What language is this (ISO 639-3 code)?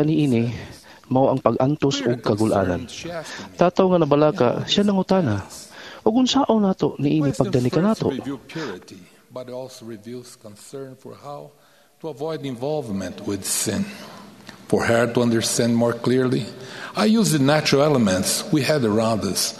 ceb